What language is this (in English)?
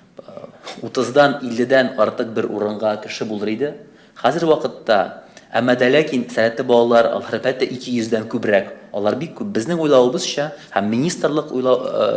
Tatar